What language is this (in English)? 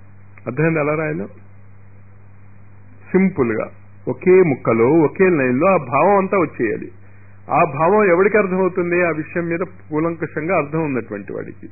Telugu